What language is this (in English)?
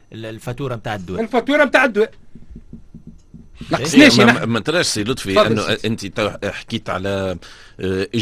Tunisian Arabic